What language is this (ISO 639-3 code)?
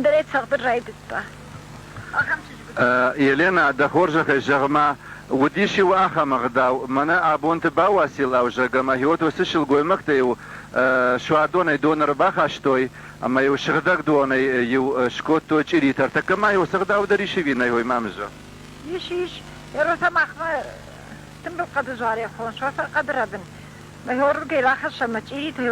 oss